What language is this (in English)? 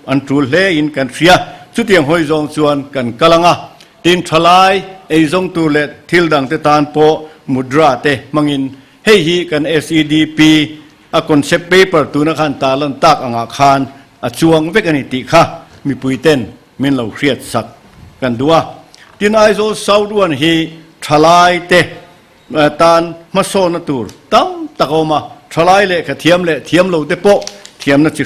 Mizo